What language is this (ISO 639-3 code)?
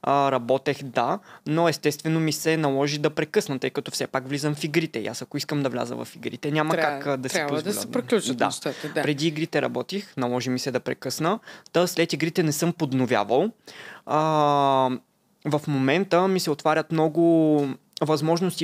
bul